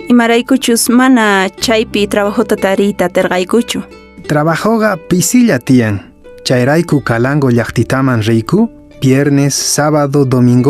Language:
Quechua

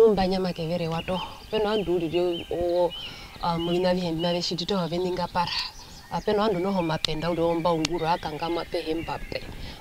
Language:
Herero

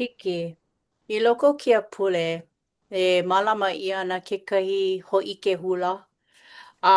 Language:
Hawaiian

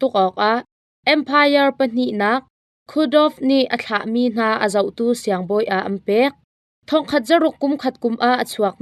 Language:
Hakha Chin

